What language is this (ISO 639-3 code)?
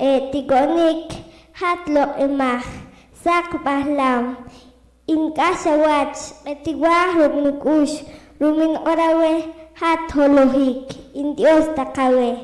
poh